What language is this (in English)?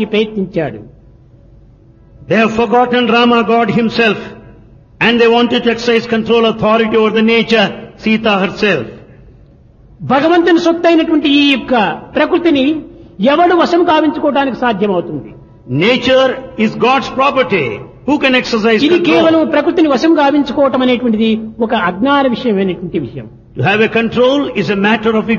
Telugu